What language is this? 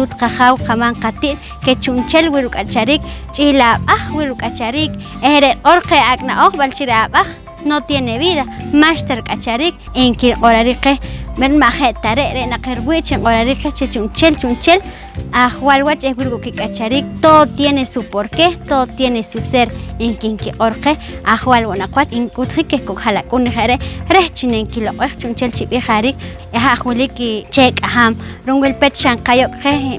Poqomchi'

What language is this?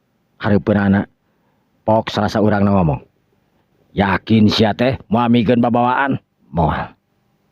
Sundanese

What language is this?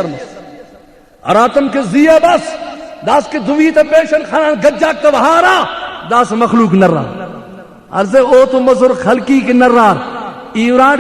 Brahui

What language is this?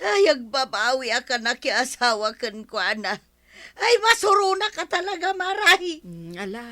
Iloko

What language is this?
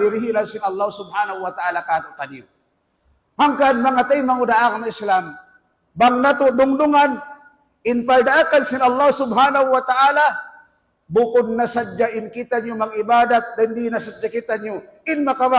Tausug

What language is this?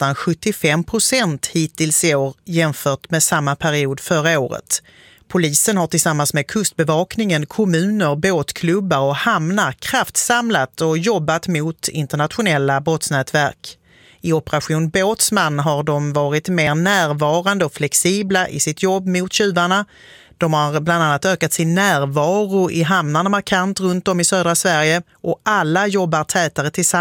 Swedish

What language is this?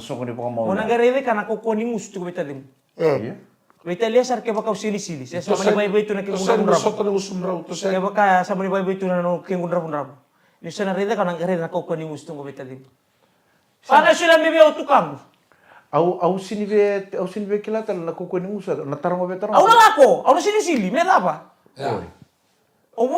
Fijian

